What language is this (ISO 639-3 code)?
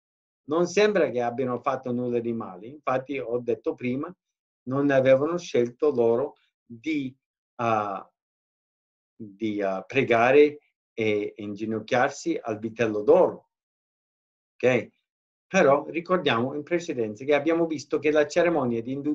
ita